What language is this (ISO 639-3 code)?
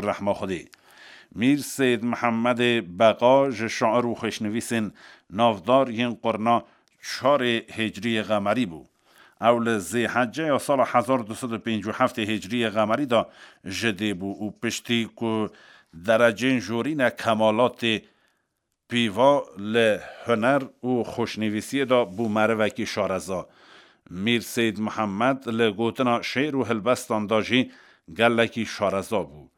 kur